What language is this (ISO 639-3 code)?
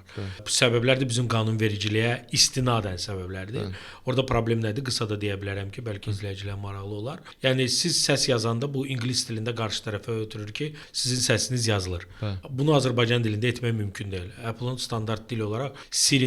aze